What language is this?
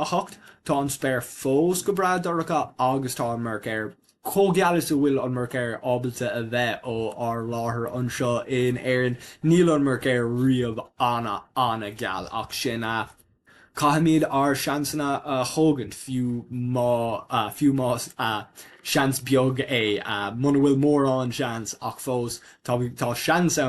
Irish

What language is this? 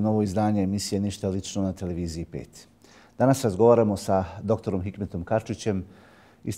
Bosnian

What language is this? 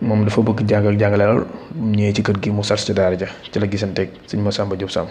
Wolof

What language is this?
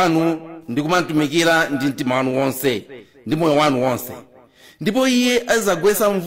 Nyanja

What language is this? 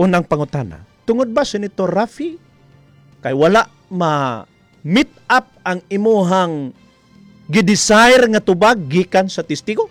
Cebuano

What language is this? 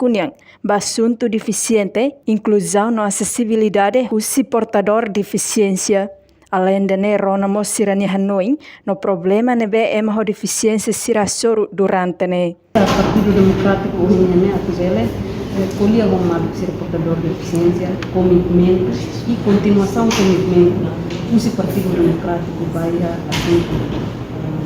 Tetum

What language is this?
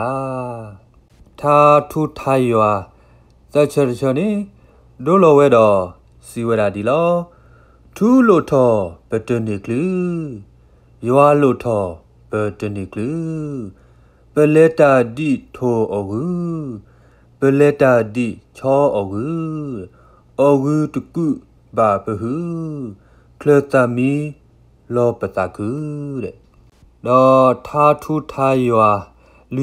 S'gaw Karen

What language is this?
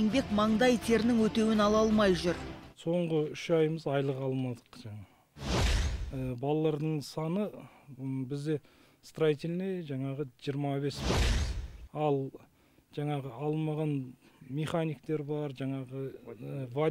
Kazakh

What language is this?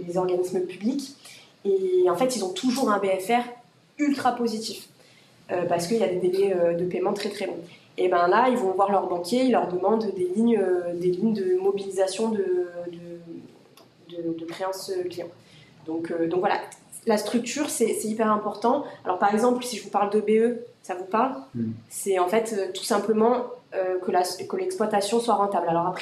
French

